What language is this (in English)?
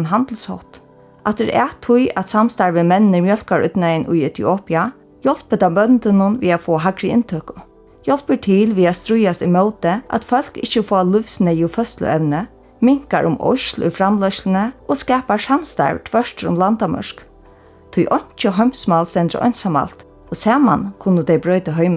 Faroese